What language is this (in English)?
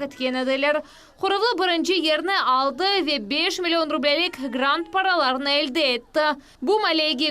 Crimean Tatar